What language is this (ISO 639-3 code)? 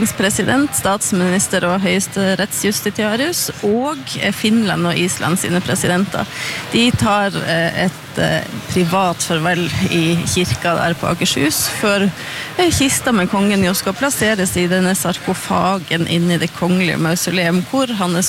nor